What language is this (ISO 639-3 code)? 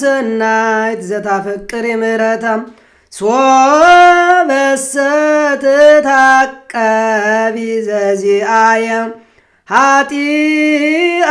amh